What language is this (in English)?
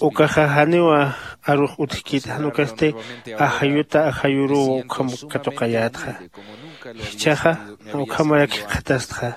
Aymara